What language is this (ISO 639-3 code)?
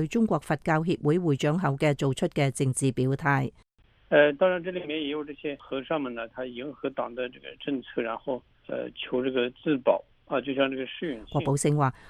yue